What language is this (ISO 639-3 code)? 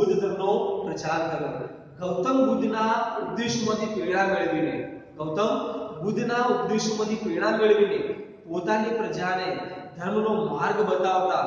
guj